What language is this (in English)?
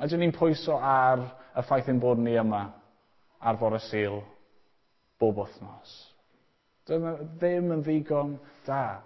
Welsh